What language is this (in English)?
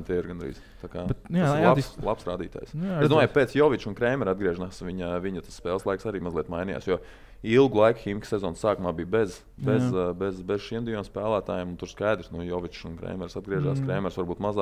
Latvian